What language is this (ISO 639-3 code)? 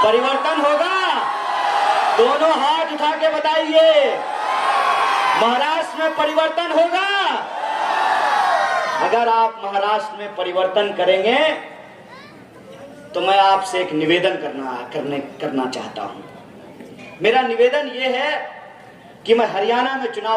hin